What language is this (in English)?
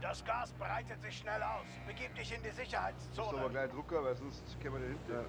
Bavarian